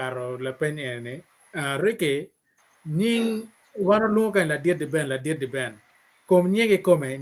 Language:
Acoli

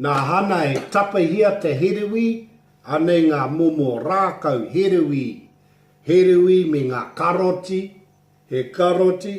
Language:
Māori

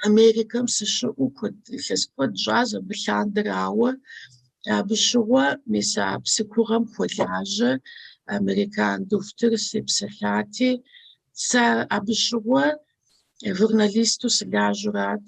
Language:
Kabardian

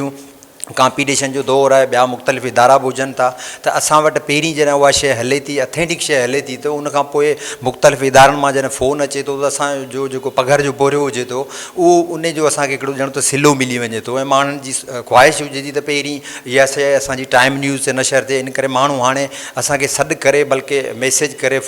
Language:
Sindhi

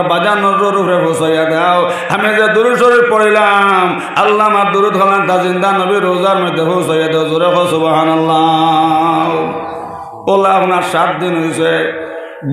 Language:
Sylheti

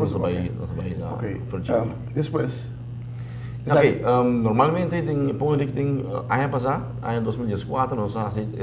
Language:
Papiamento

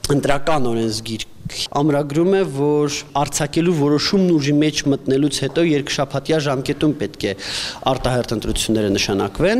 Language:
Armenian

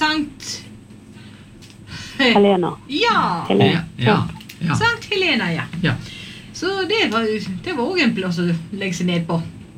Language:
Norwegian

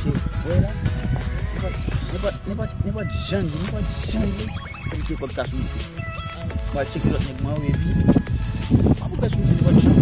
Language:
Haitian Creole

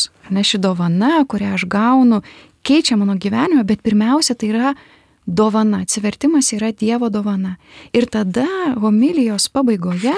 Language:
Lithuanian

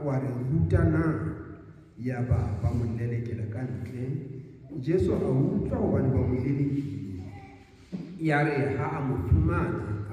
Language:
Southern Sotho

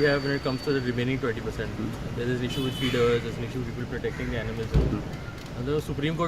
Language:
Konkani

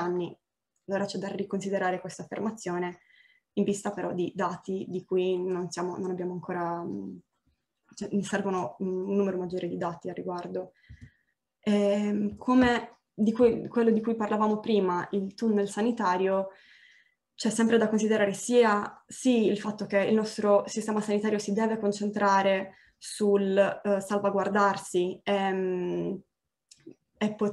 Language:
Italian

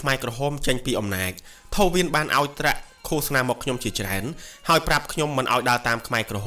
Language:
Khmer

